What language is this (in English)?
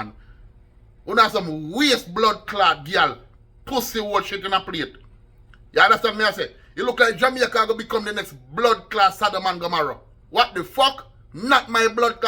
Jamaican Creole English